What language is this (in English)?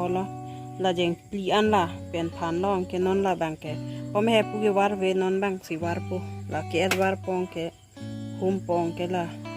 Karbi